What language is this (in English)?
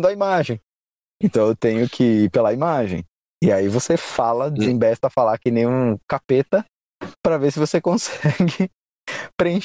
Portuguese